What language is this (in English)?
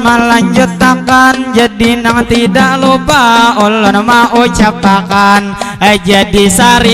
Banjar